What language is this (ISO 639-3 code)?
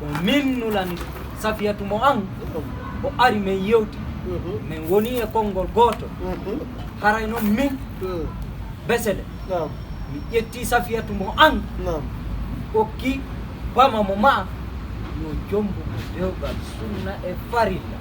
ful